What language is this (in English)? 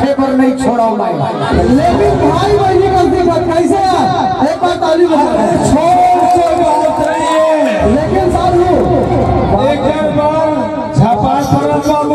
Chhattisgarhi